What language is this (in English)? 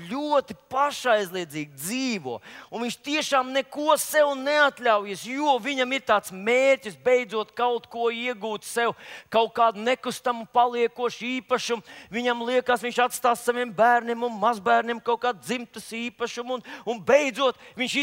Latvian